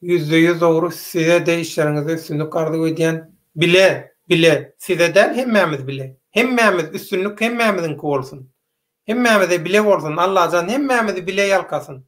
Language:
Turkmen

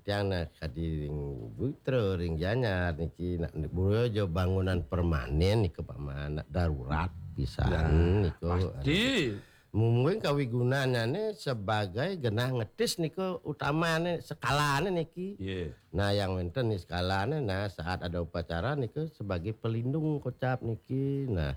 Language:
Balinese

